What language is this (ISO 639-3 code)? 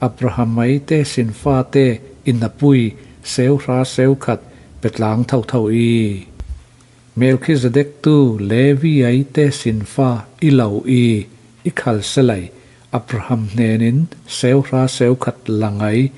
cfm